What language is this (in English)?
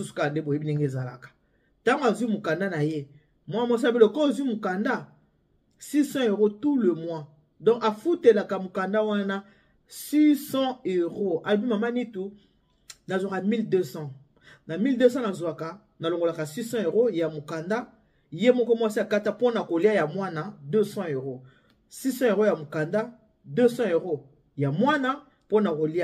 Lingala